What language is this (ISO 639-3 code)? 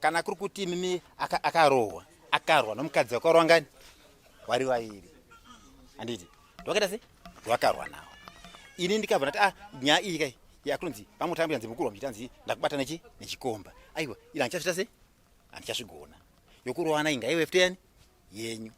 sna